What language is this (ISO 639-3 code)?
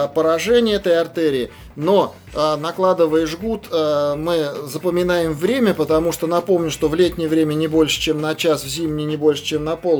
rus